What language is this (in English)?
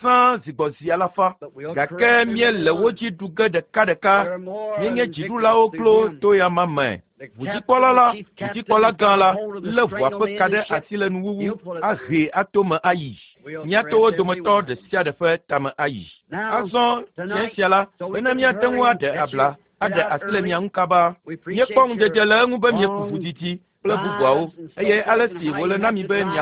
Ewe